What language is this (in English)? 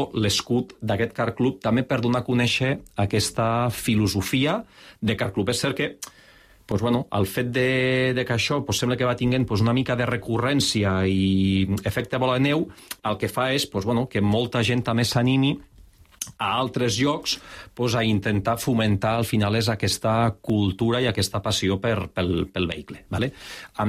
Catalan